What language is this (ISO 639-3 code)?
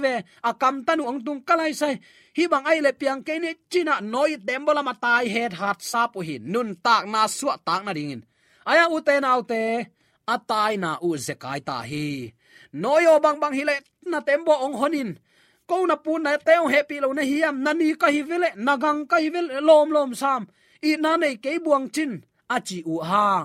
ctd